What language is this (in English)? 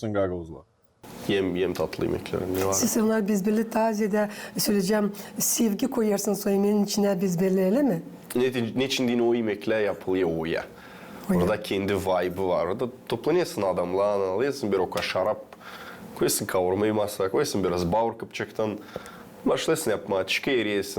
Gagauz